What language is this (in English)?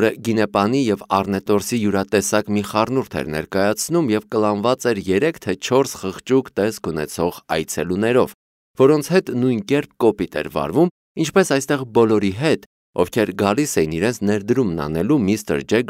Armenian